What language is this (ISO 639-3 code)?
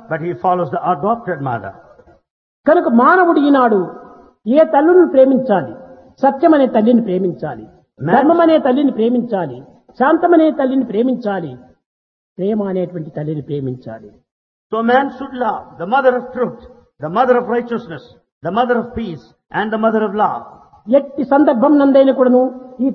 tel